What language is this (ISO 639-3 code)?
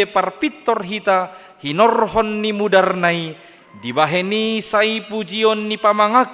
bbc